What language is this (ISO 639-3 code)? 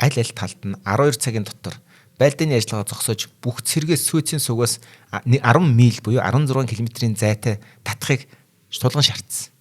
mon